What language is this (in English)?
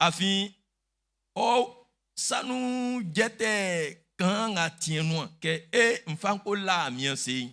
Baoulé